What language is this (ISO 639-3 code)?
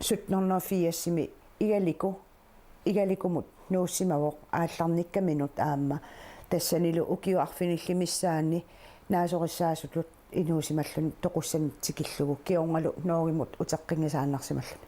kal